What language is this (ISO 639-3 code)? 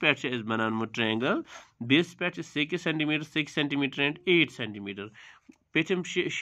kas